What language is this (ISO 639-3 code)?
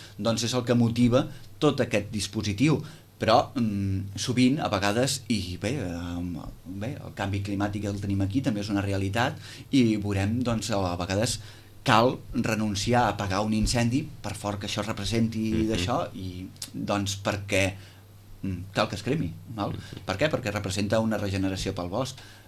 cat